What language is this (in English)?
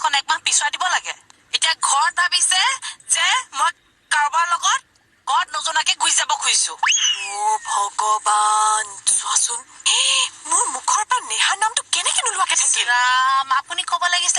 Assamese